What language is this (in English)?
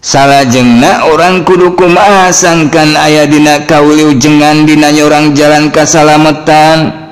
Sundanese